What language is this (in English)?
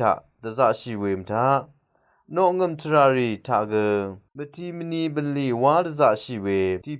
Rawang